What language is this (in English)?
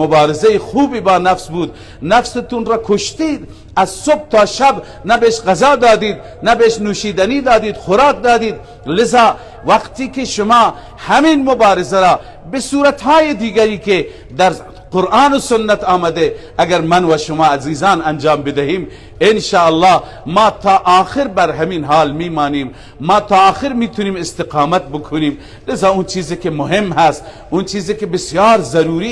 Persian